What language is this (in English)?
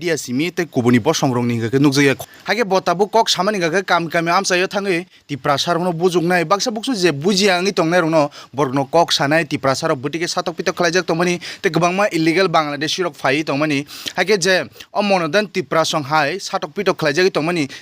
Kok Borok